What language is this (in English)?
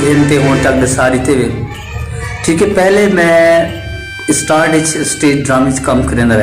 Saraiki